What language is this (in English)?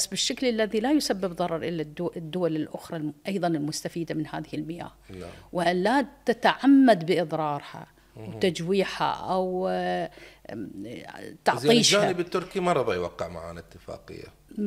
Mesopotamian Arabic